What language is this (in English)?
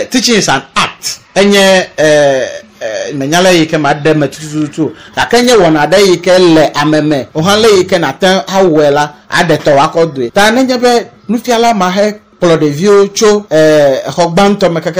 Ewe